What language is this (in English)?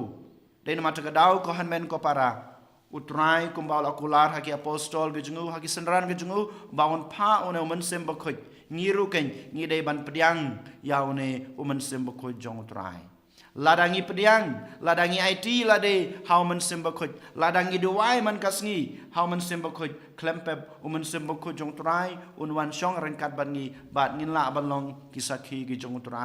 Khasi